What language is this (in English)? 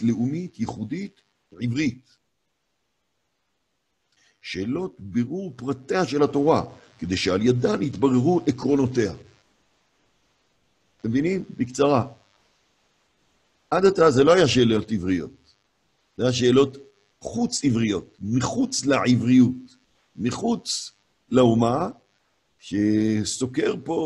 Hebrew